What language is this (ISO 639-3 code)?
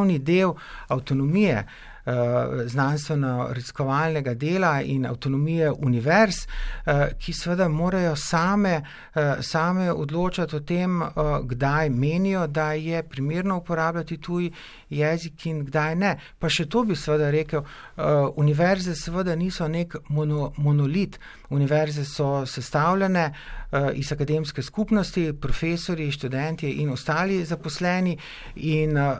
slv